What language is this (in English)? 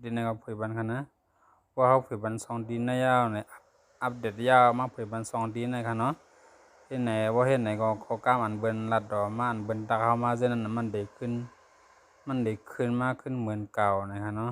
Shan